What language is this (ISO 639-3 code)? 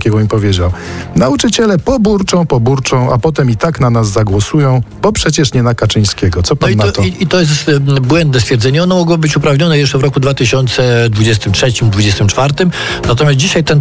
pol